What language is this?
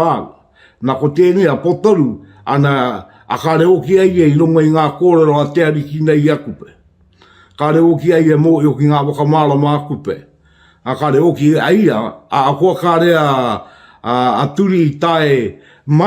Māori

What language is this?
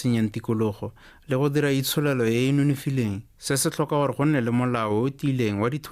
Tswana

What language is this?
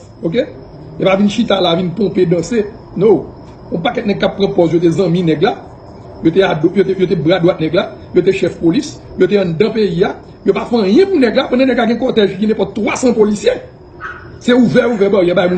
Haitian Creole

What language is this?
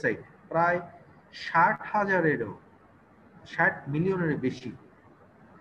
Bangla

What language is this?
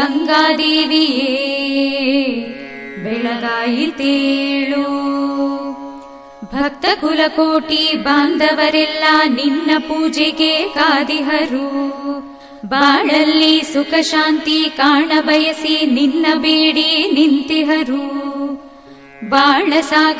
Kannada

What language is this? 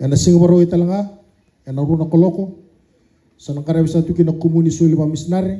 Fijian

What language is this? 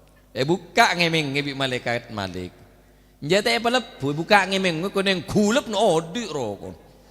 Madurese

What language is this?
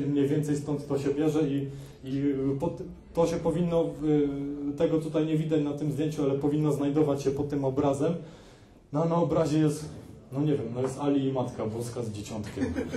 Polish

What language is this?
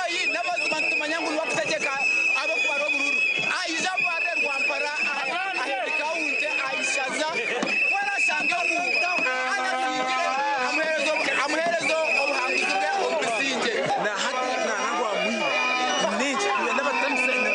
Nyankole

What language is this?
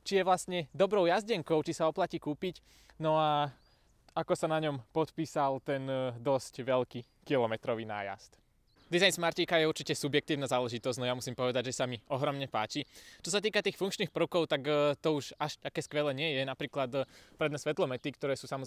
Slovak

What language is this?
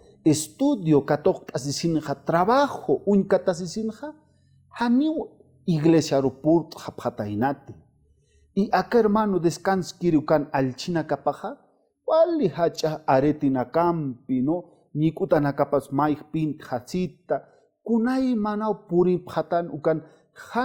Aymara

